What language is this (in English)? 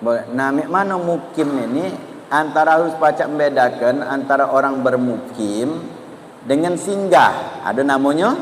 Musi